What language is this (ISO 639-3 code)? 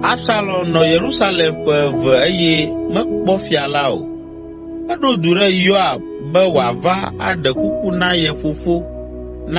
ewe